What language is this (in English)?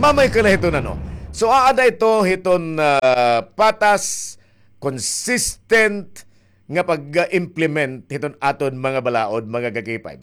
Waray